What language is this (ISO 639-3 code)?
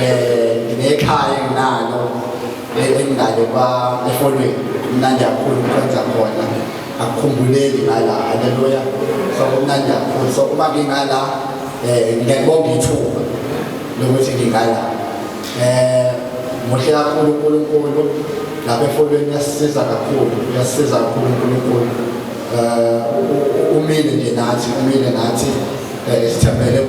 zul